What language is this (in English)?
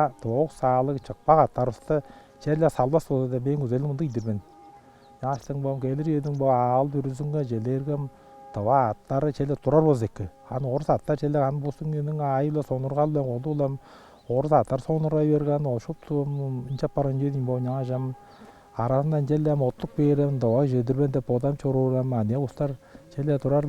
Tuvinian